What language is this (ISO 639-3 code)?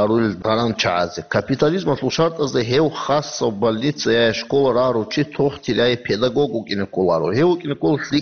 ava